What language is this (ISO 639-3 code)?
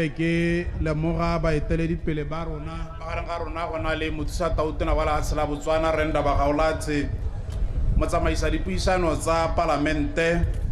tsn